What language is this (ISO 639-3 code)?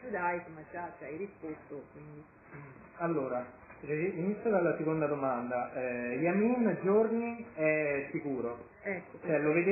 ita